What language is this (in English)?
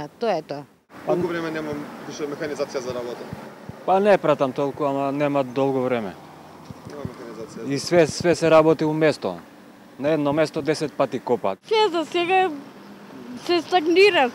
Macedonian